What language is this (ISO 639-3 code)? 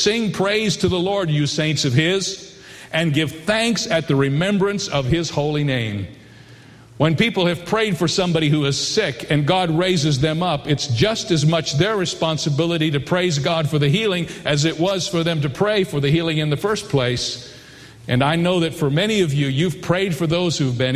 eng